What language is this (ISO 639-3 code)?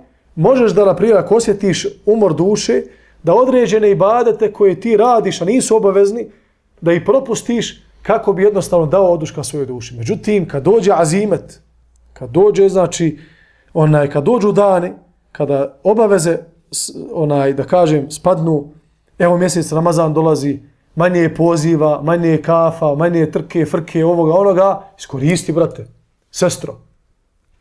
bos